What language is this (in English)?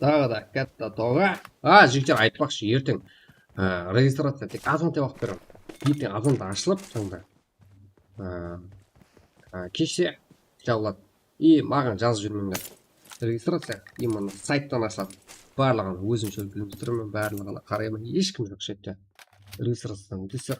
Kara-Kalpak